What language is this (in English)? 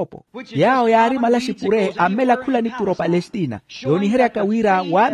Makhuwa